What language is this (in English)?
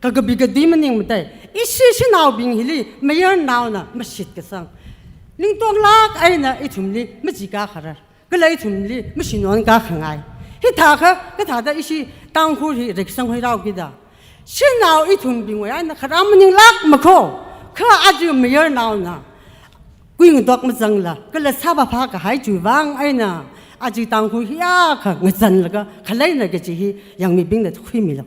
Tangkhul Naga (India)